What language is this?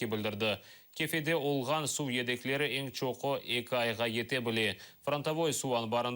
Crimean Tatar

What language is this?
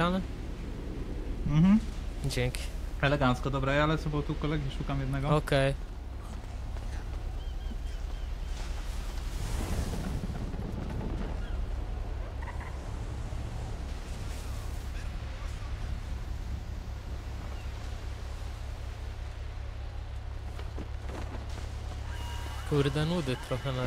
Polish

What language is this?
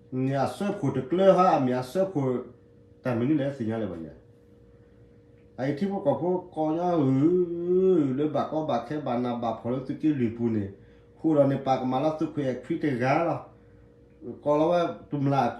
S'gaw Karen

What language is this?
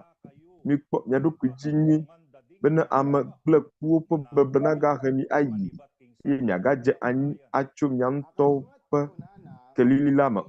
Ewe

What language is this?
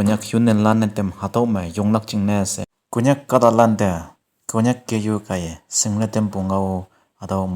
Konyak Naga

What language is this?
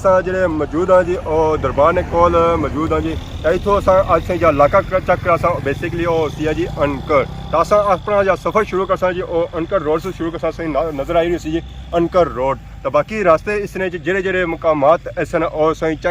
Pahari-Potwari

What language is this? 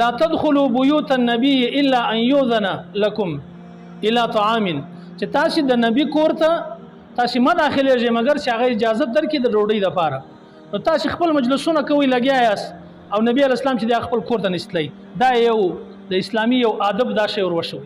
Pashto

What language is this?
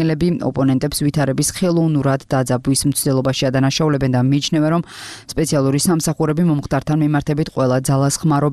Georgian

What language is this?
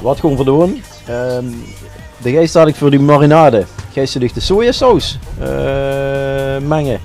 Limburgish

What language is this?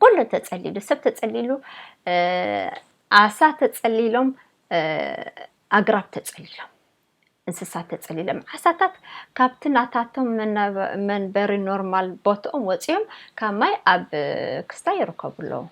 Tigrinya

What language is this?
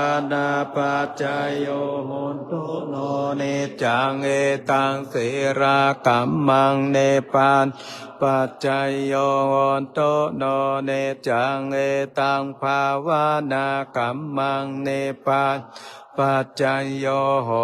Pali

